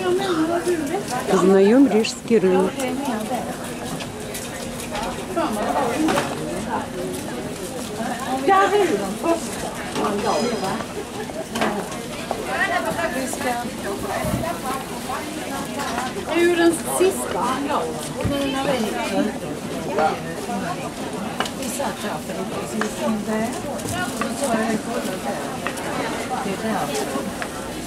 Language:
Swedish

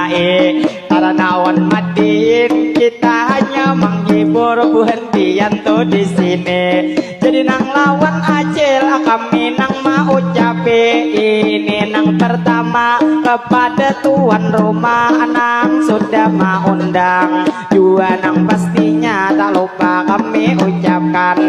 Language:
Banjar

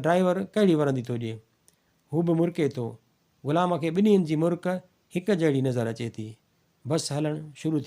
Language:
Sindhi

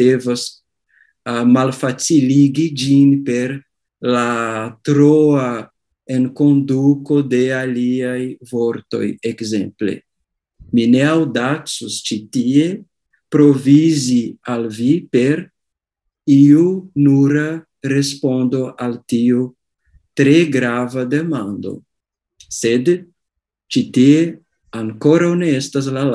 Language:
Esperanto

